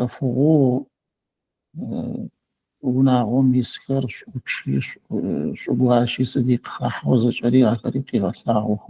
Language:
Adyghe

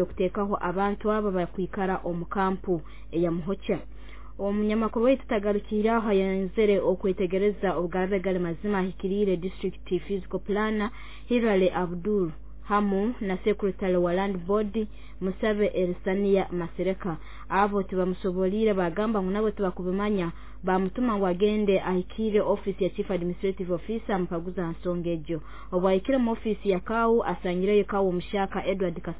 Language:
Nyoro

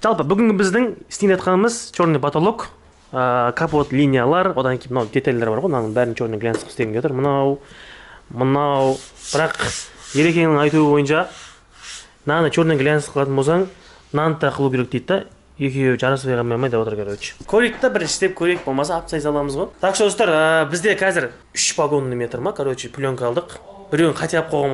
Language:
Kazakh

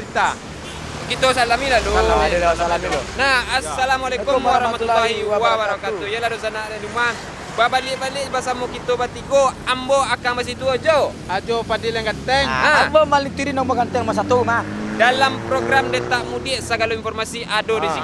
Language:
Minangkabau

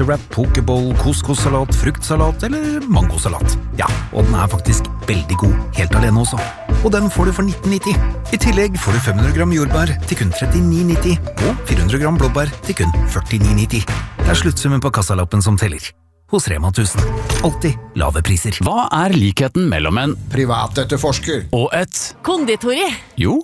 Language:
Norwegian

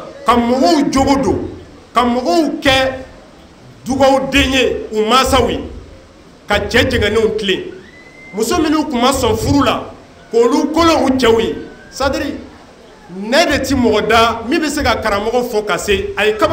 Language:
Bambara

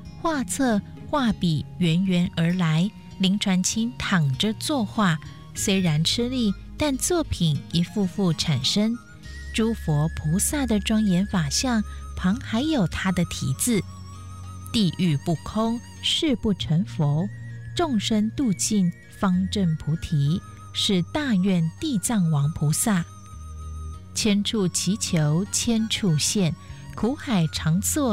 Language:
Chinese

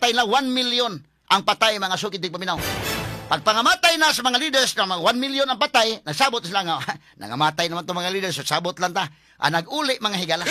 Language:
Cebuano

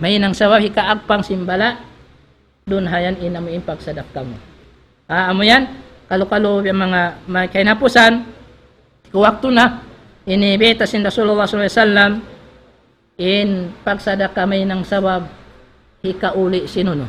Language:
Tausug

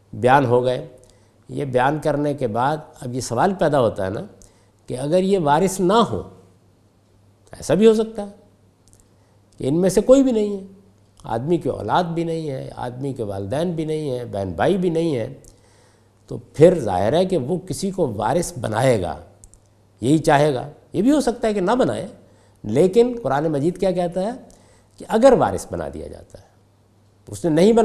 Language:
Urdu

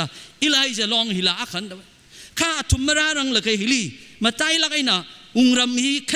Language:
Tangkhul Naga (India)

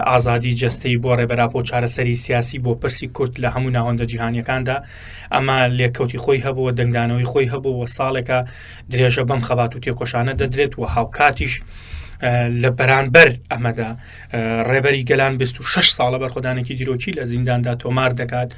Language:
Central Kurdish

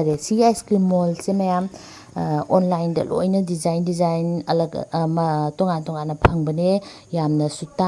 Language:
Manipuri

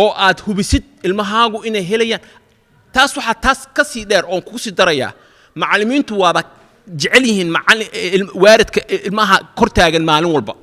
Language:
Somali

